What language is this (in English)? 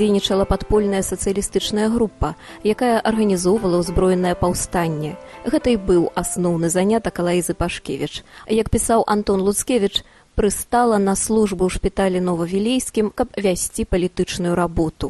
Belarusian